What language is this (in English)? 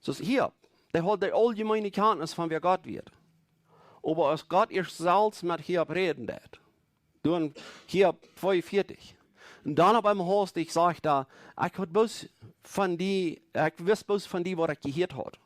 Plautdietsch